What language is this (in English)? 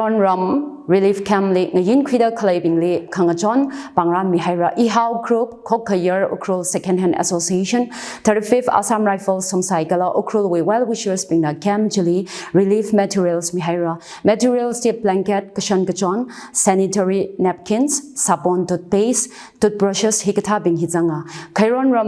Tangkhul Naga (India)